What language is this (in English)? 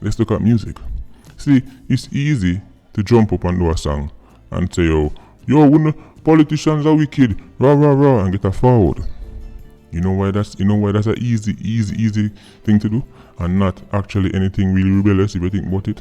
Jamaican Creole English